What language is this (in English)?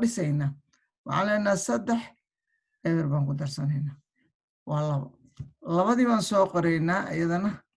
Somali